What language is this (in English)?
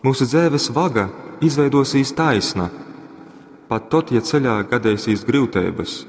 Latgalian